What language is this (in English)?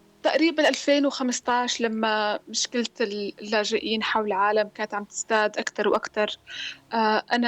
North Levantine Arabic